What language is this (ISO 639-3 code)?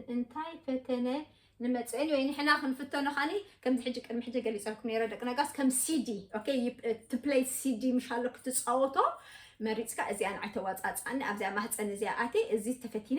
tir